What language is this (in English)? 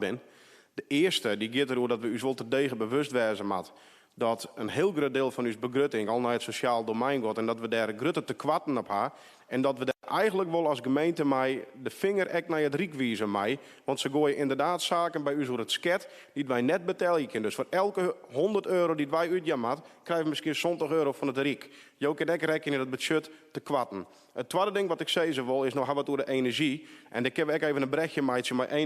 Western Frisian